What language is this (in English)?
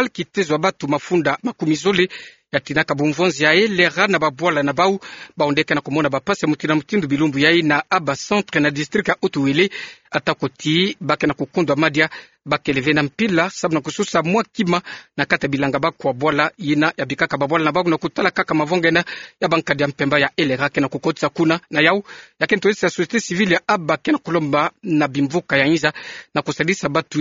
Kituba (Democratic Republic of Congo)